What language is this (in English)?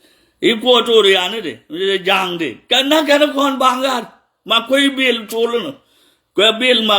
Nuer